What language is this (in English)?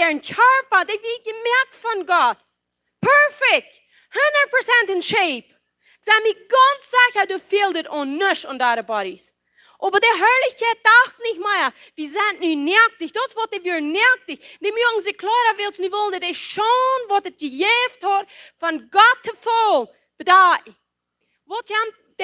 Plautdietsch